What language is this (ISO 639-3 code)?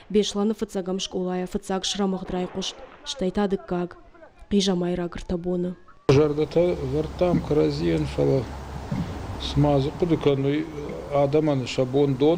oss